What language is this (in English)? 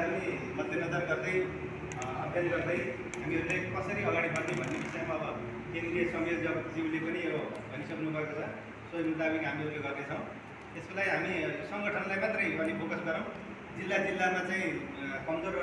Nepali